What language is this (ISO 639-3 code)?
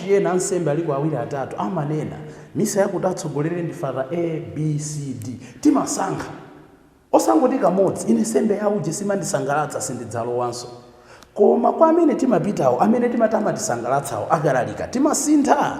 nya